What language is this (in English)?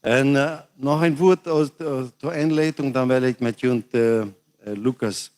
Plautdietsch